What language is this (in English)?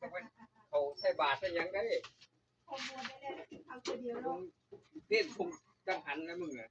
Northeastern Thai